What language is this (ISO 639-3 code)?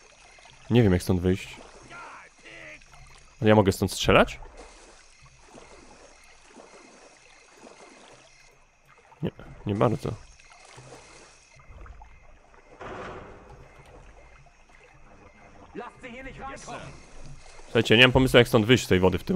pol